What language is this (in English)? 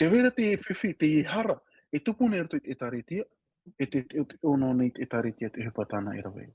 Tahitian